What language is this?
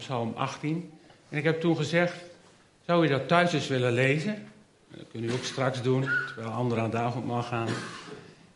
Dutch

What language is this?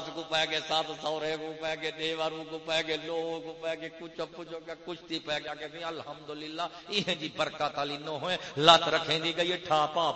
Saraiki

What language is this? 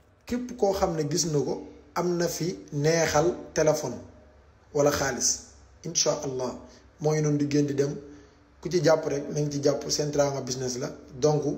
Wolof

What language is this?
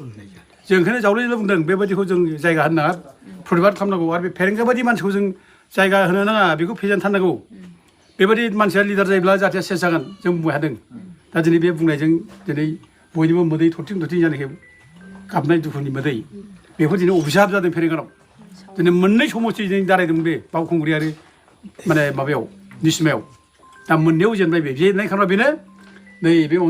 Bodo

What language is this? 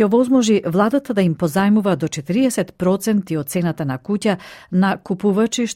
Macedonian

